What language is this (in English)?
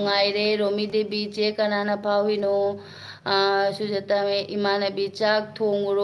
Manipuri